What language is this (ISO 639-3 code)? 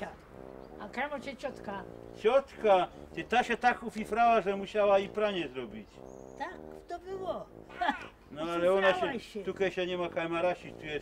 szl